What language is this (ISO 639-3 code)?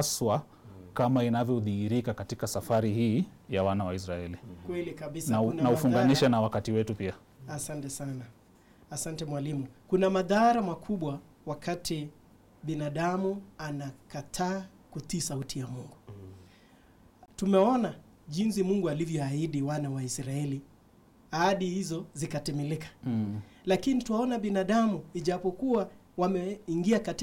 swa